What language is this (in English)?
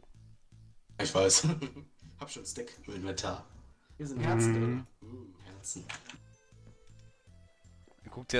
German